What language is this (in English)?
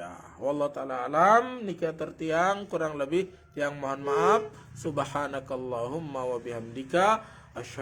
Sasak